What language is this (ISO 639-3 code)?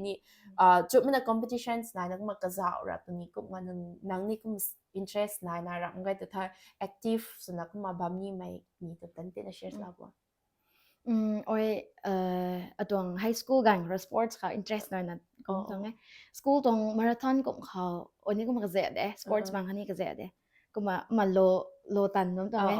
nbu